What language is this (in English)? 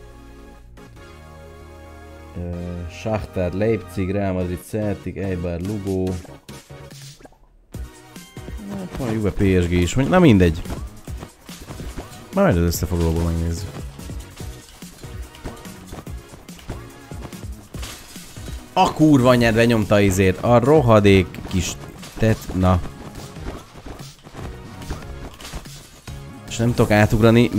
Hungarian